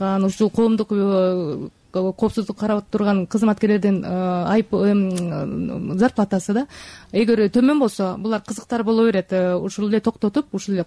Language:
Kyrgyz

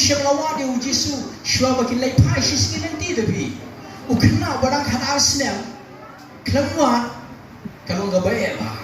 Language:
Khasi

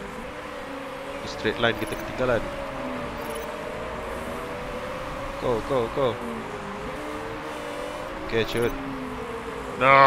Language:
Malay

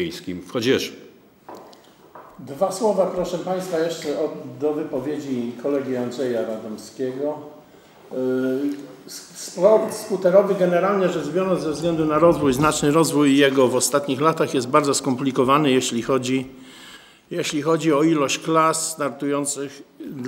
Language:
Polish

